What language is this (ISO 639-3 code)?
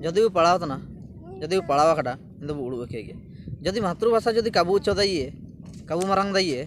hoc